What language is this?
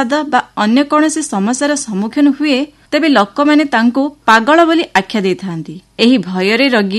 Odia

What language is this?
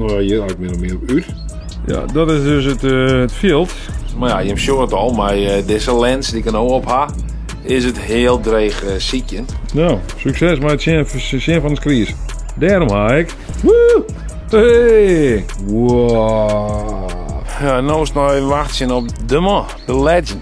Western Frisian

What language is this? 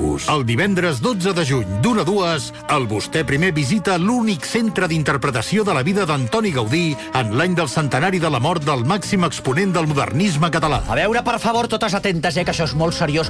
Catalan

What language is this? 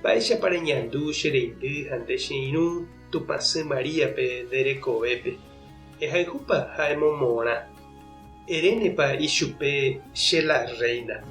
Guarani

